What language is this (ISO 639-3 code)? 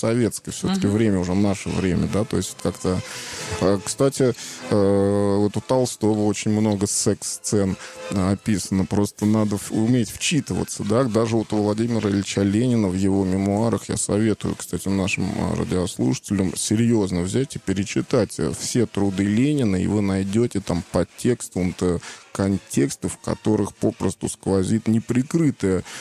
rus